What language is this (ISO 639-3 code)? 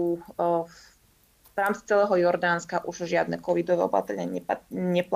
slk